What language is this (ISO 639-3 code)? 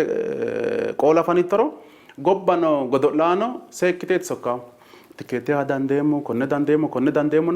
sid